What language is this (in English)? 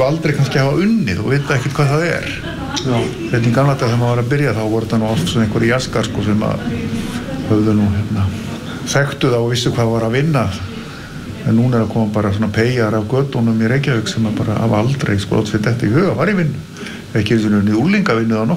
Icelandic